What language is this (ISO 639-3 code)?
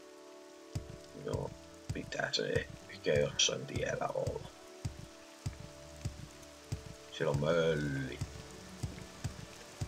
fin